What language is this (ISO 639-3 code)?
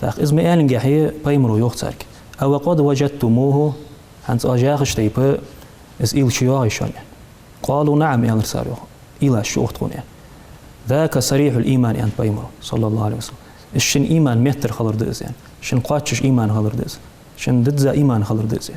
inh